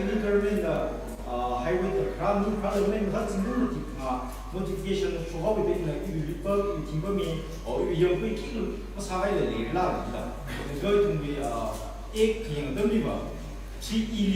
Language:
Tangkhul Naga (India)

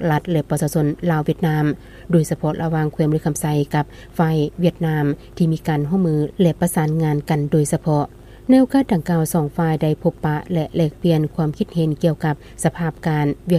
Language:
Lao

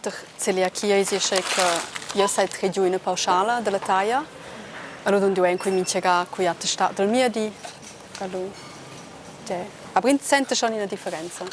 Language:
Romansh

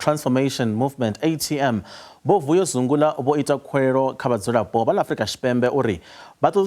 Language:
Venda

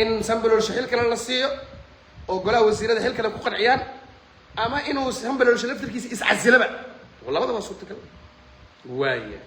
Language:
Somali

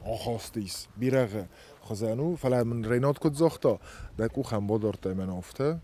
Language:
Ossetic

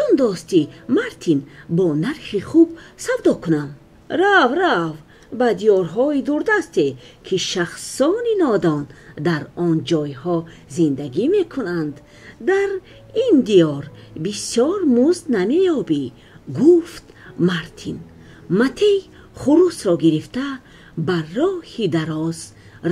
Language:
Tajik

